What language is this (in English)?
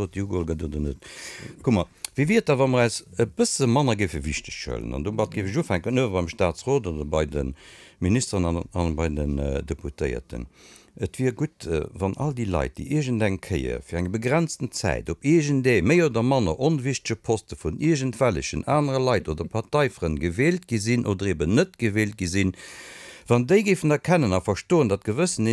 Luxembourgish